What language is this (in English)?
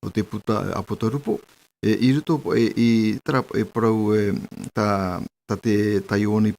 Tahitian